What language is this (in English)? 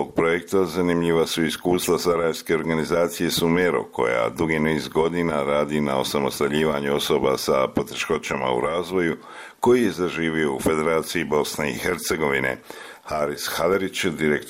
Bosnian